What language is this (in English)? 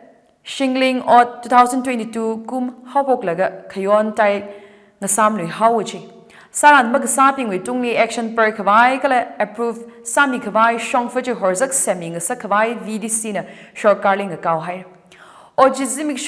Tangkhul Naga (India)